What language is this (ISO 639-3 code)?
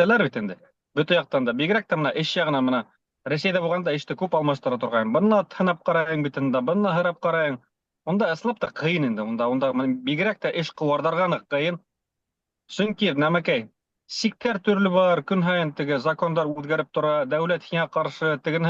bak